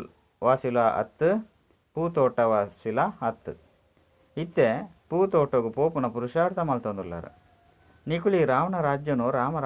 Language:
Tulu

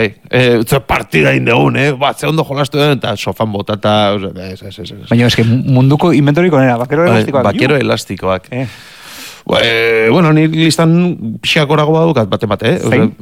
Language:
Basque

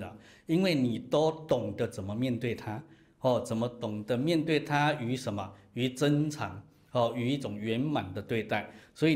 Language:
Chinese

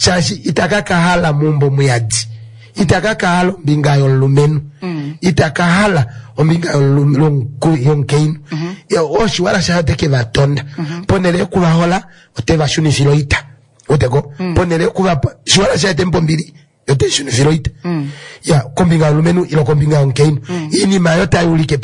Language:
Kuanyama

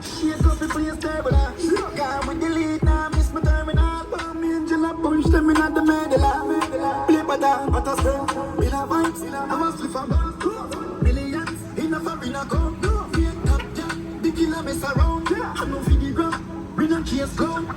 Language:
Jamaican Creole English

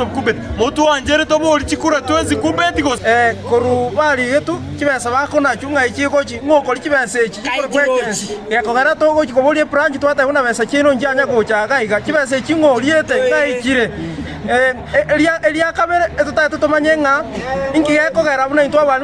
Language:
Gusii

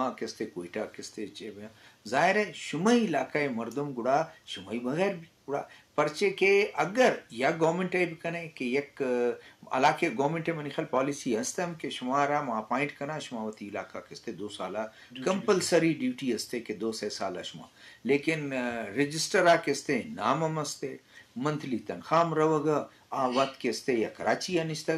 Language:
Eastern Balochi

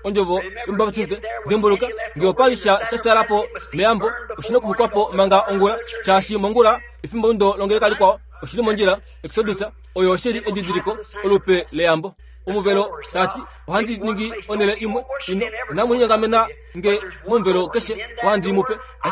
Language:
Kuanyama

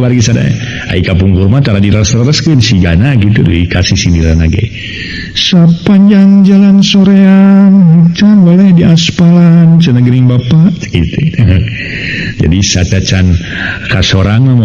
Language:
Sundanese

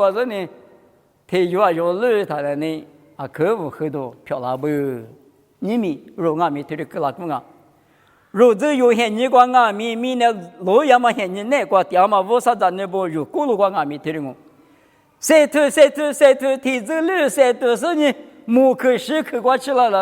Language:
Lisu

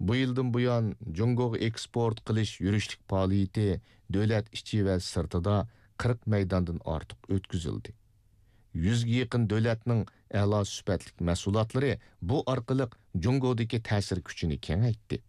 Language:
Uyghur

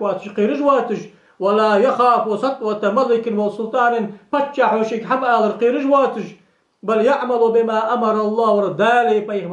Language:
Ingush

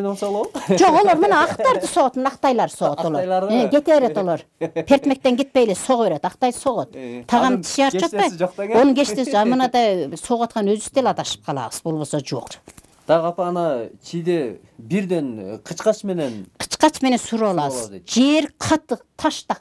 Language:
Kyrgyz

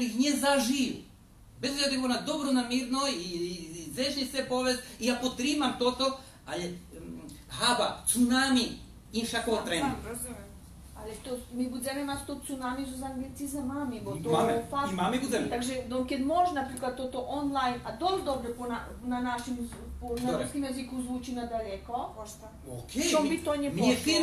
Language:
Rusyn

